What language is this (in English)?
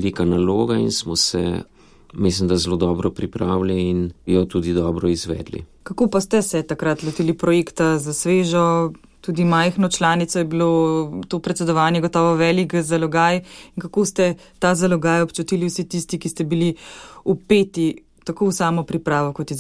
Slovenian